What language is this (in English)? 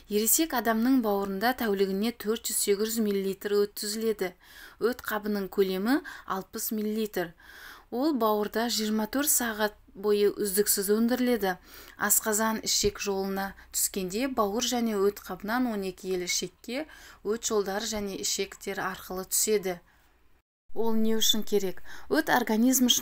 Kazakh